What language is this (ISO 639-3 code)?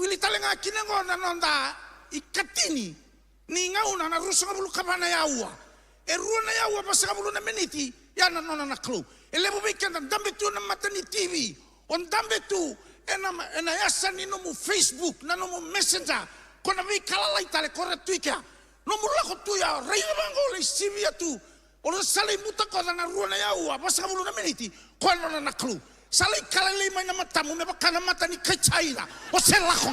fij